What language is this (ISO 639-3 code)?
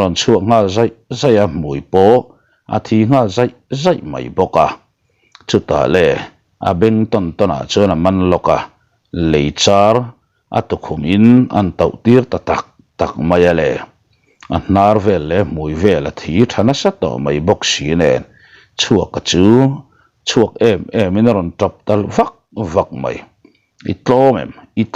lus